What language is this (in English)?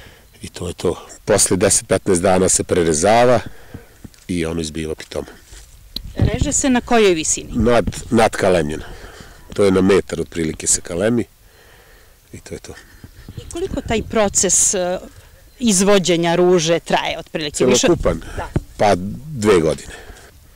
Serbian